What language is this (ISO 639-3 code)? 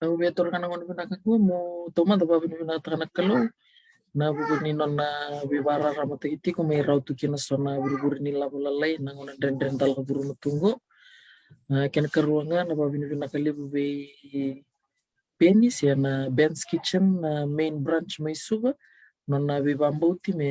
fij